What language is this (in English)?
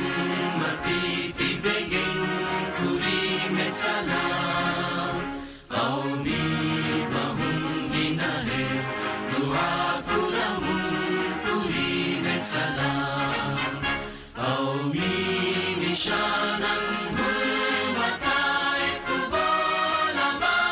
Divehi